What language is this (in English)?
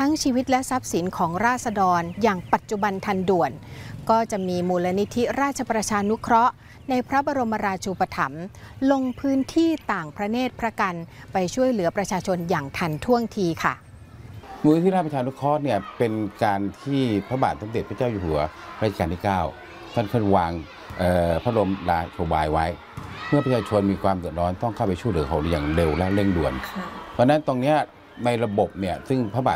Thai